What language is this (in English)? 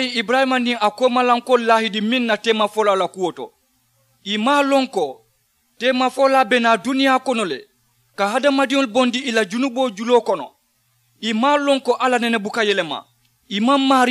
Mandingo